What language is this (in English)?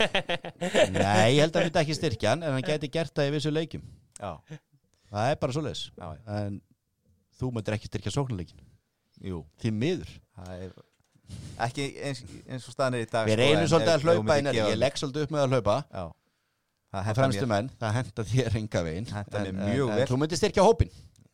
Icelandic